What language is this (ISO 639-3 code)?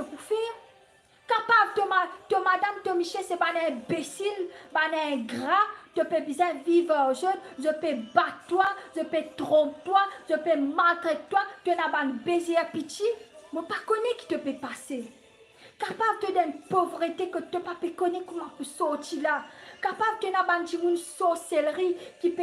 mfe